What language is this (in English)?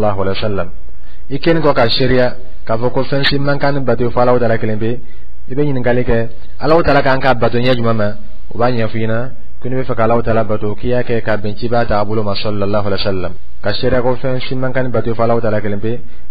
Dyula